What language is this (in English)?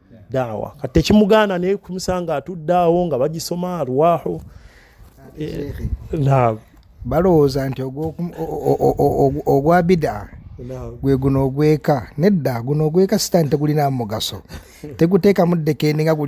Ganda